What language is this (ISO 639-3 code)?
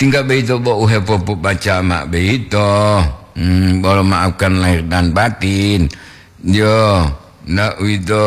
gor